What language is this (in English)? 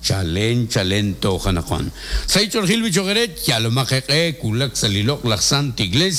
Kekchí